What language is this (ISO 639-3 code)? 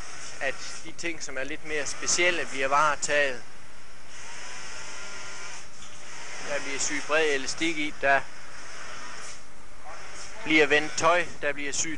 dan